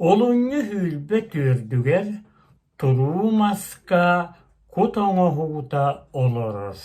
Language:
Yakut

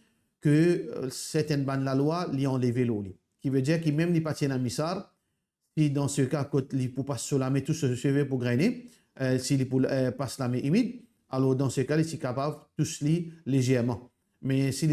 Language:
Morisyen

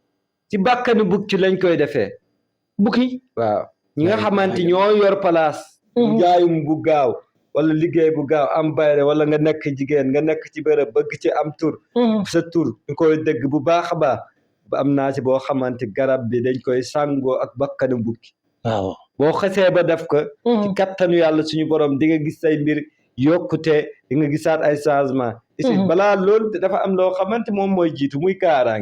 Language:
Wolof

